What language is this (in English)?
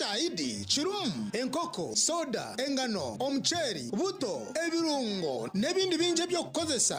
Nyankole